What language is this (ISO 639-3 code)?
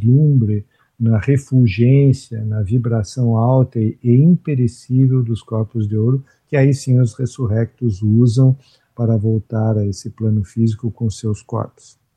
por